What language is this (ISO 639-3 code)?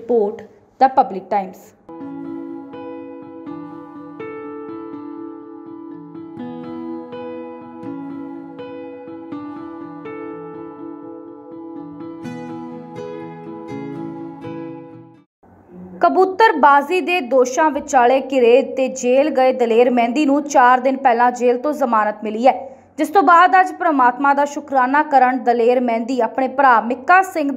pan